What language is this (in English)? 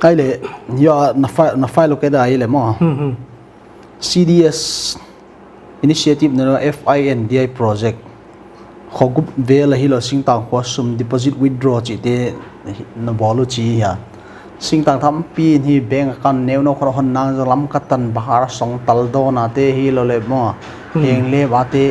Paite Chin